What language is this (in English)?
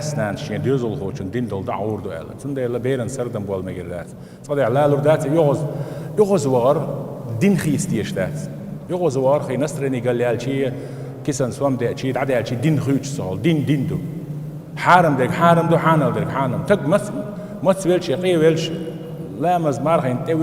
Chechen